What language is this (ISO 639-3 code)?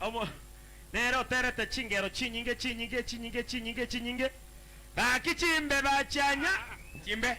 guz